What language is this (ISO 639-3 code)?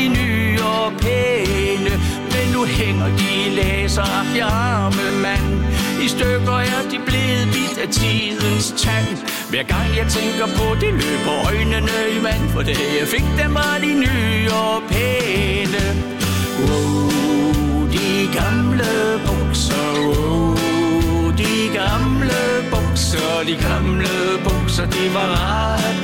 dan